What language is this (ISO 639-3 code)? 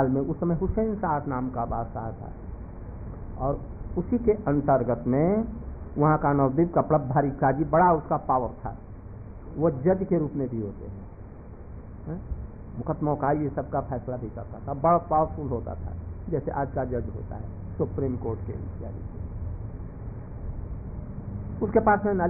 hin